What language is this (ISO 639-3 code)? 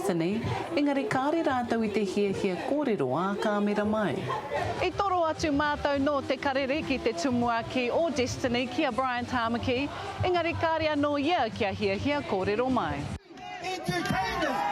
mri